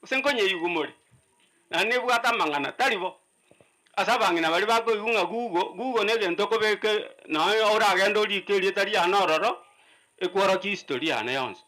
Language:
Gusii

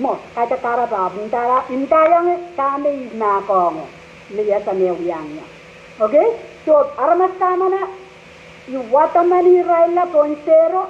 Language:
Pohnpeian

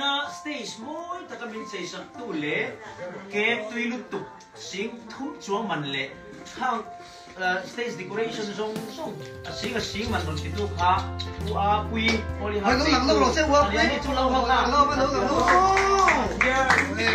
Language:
Hmar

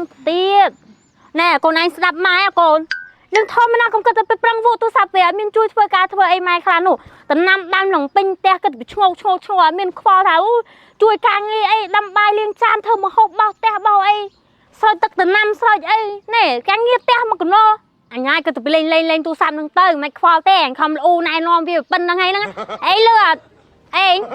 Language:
Khmer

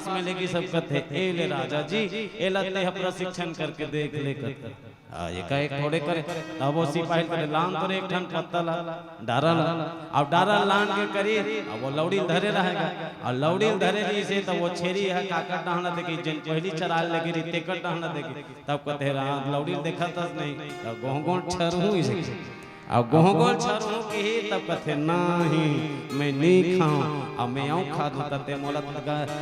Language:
Chhattisgarhi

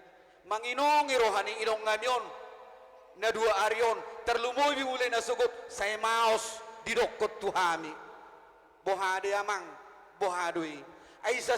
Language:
Batak Toba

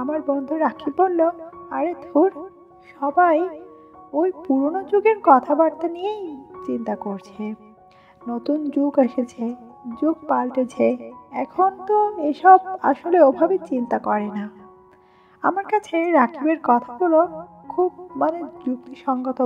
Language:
Bangla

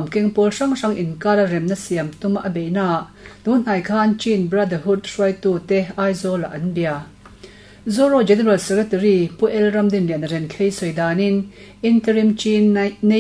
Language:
Mizo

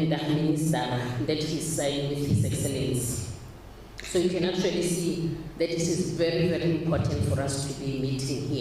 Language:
Tswana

